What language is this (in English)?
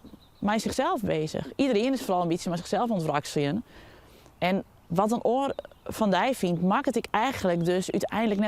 Western Frisian